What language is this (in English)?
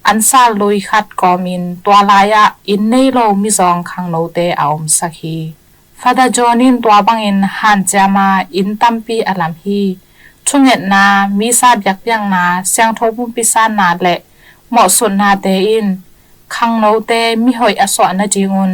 Tedim Chin